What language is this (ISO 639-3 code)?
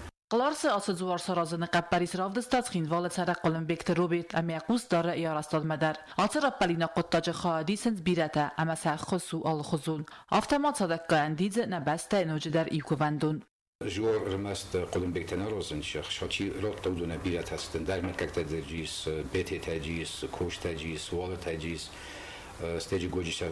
oss